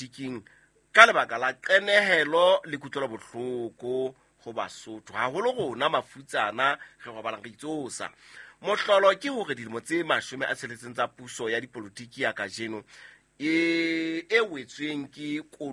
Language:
Southern Sotho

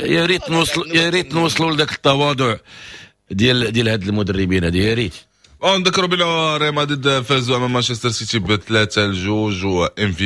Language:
Moroccan Arabic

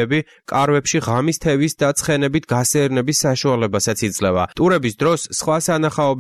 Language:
Georgian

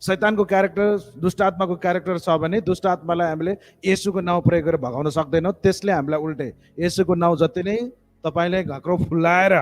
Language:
Nepali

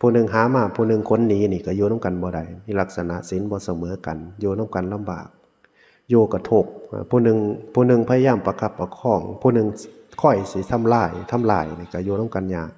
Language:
Northeastern Thai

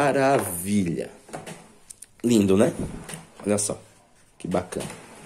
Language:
Portuguese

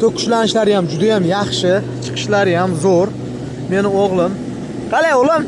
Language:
Uzbek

